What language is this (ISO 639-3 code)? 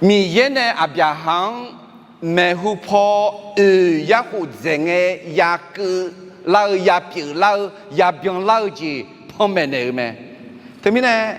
ahk